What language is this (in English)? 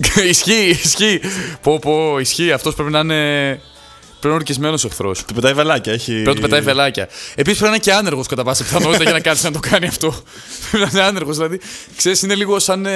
Greek